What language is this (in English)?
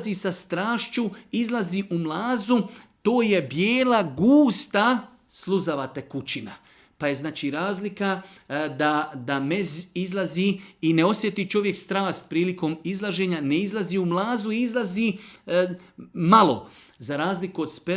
Bosnian